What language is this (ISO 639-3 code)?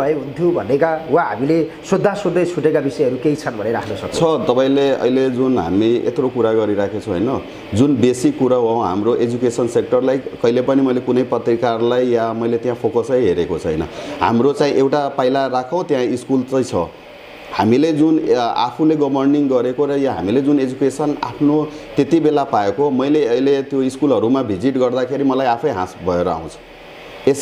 nep